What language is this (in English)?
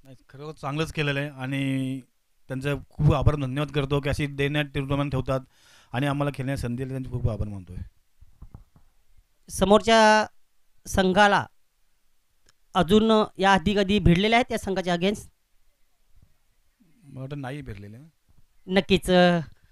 Marathi